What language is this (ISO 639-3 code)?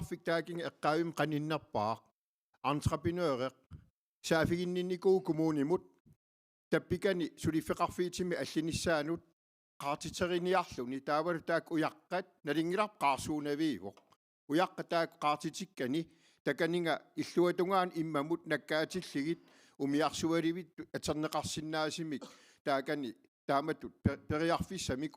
kal